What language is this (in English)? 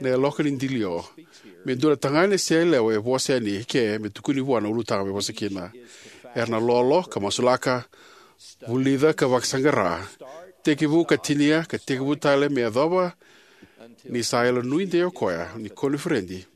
Fijian